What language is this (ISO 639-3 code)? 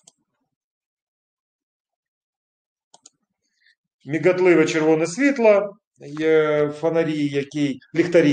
ukr